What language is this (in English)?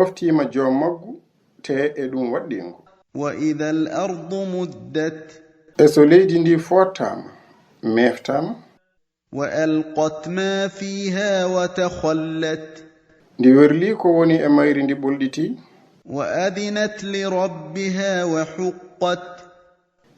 Fula